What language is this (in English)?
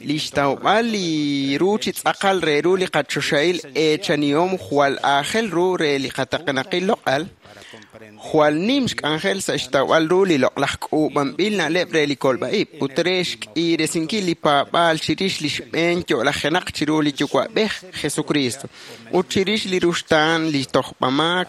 Kekchí